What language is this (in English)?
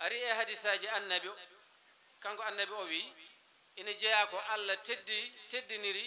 Fula